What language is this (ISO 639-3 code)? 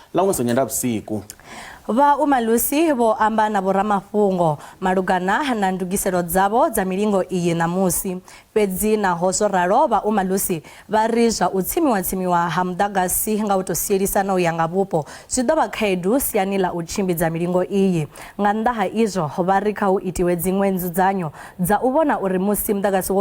ven